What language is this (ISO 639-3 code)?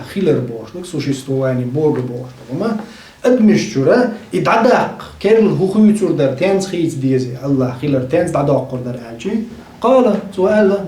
che